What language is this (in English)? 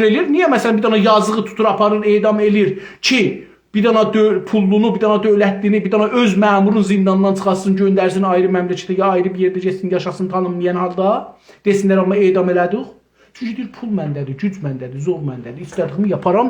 South Azerbaijani